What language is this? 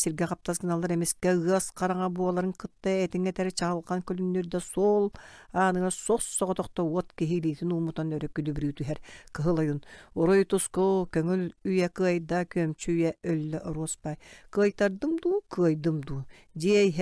Yakut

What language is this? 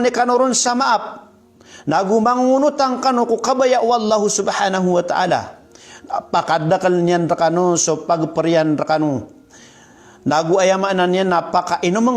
Maranao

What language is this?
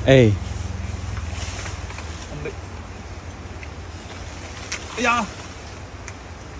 Burmese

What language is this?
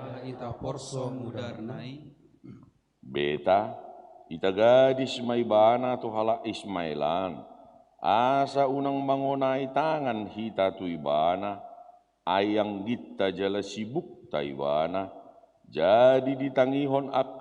Batak Toba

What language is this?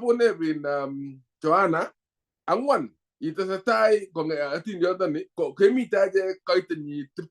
Kalenjin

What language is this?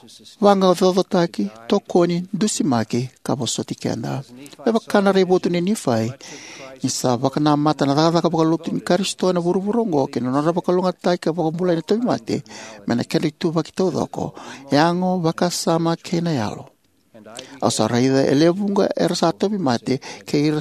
Fijian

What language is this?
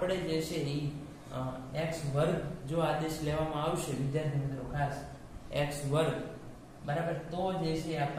Gujarati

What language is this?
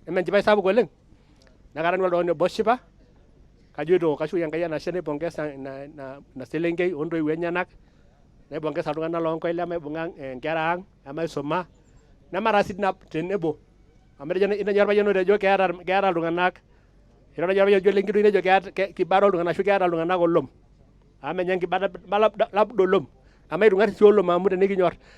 Masai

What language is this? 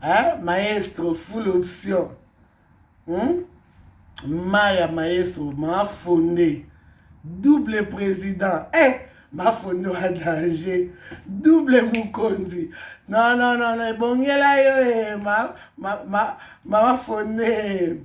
Lingala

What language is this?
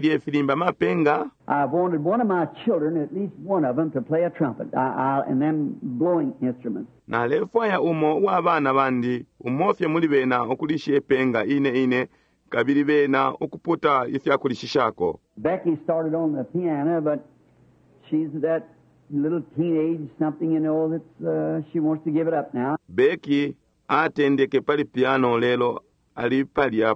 Bemba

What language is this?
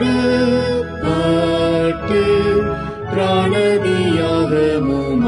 Tamil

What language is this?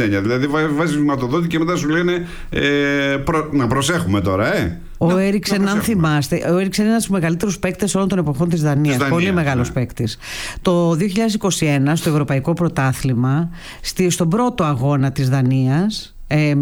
Greek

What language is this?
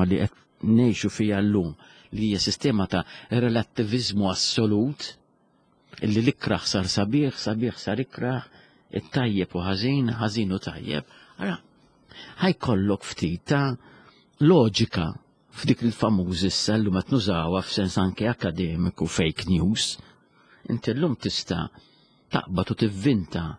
Maltese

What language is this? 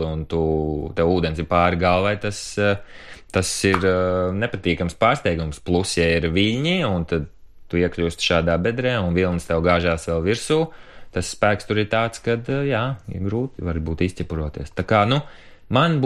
Latvian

